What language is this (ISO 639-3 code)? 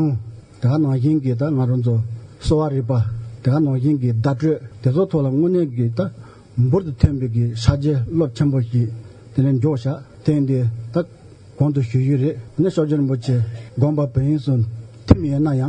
bod